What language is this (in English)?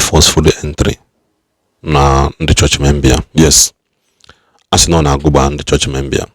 Igbo